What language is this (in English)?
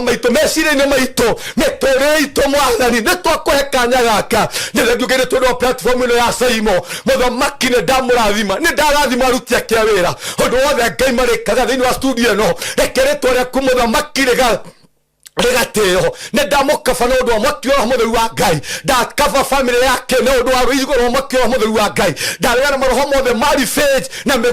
Kikuyu